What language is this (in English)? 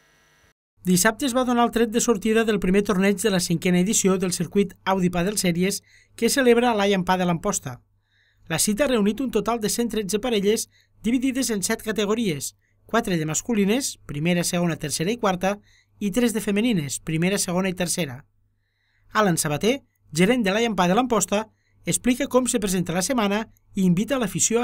Catalan